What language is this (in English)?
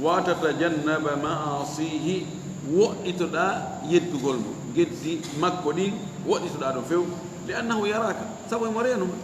Fula